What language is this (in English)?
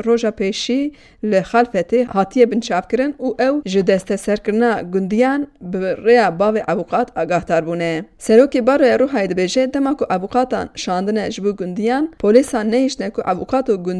Kurdish